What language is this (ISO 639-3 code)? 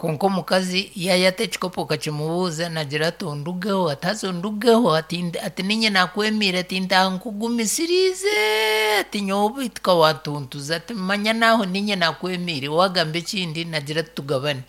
nyn